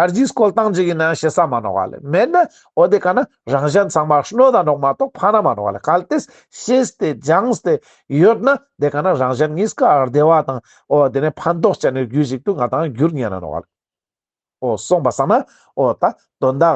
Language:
Ladakhi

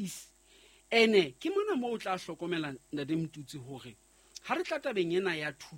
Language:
Southern Sotho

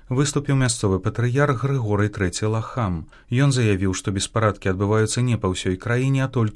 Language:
Belarusian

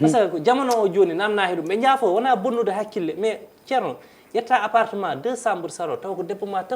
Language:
Fula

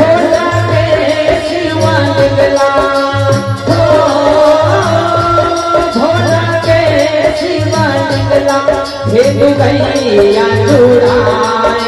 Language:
Chhattisgarhi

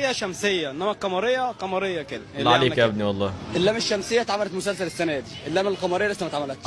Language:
Egyptian Arabic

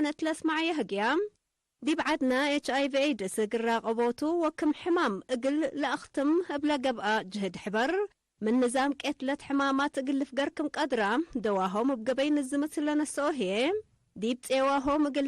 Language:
Tigre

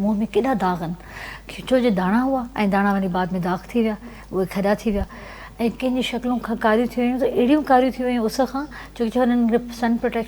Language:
Sindhi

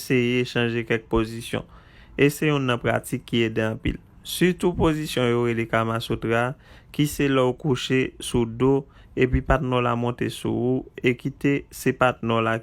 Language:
Haitian Creole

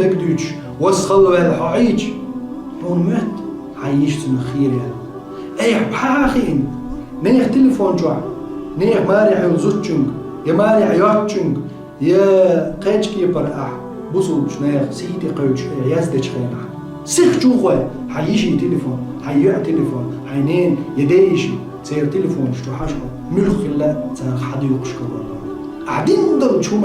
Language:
Chechen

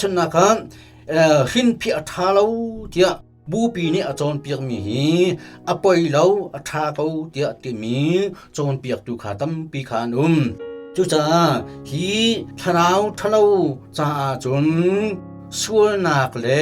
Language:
Hakha Chin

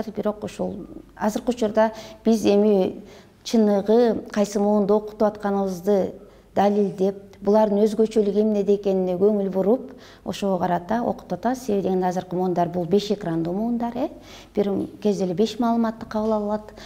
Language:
Kyrgyz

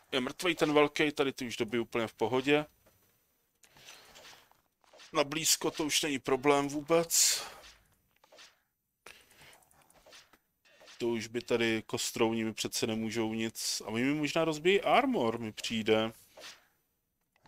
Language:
Czech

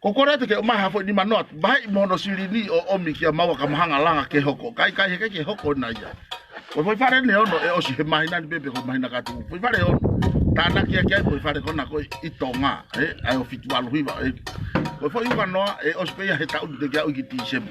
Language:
Tongan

